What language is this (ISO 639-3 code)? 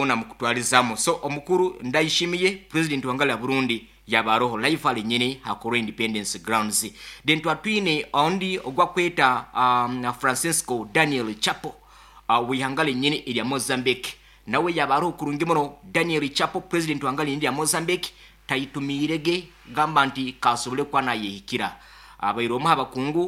nyo